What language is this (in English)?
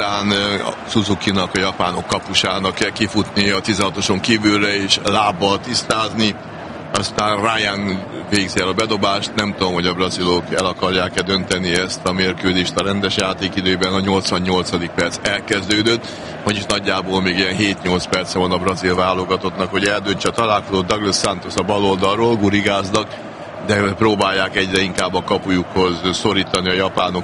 Hungarian